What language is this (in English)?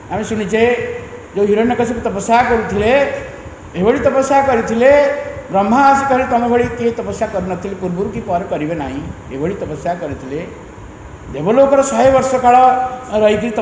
Odia